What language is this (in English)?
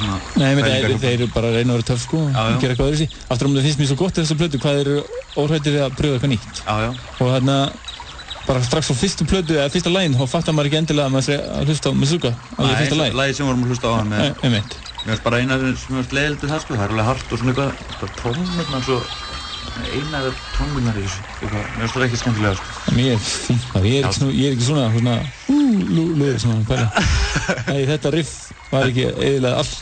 Icelandic